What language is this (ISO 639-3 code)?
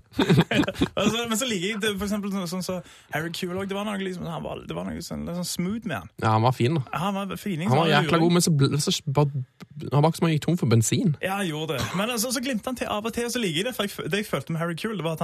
nor